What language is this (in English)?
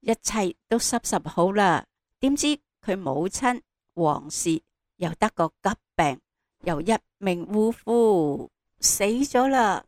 Cantonese